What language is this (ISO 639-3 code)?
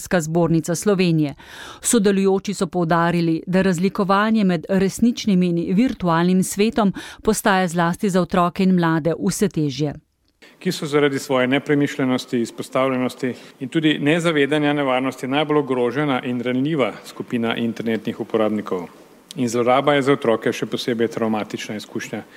slv